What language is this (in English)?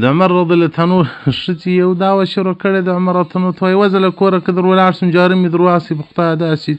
Pashto